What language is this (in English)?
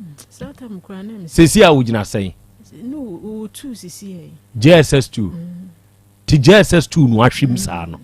Akan